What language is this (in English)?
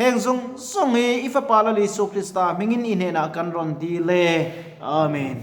Mizo